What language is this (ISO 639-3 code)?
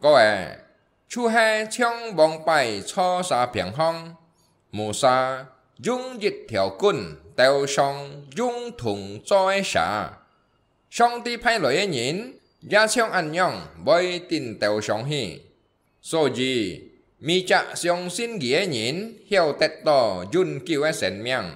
hak